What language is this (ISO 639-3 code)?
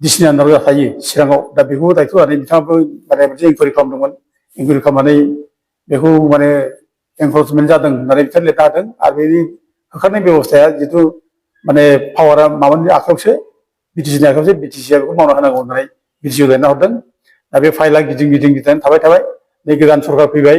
brx